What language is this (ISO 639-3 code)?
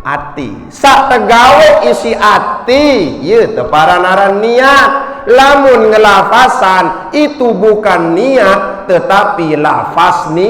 sas